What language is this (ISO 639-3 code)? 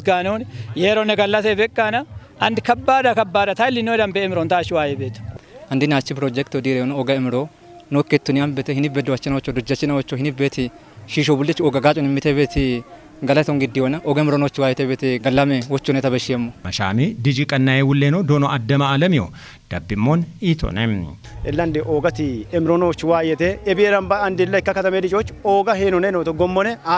kbr